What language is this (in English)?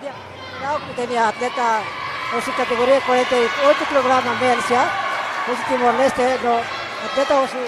Tetum